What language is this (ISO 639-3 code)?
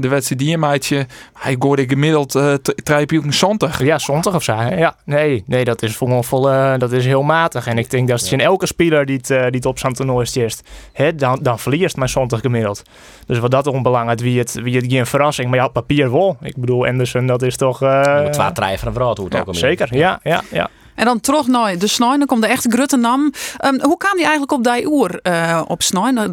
fry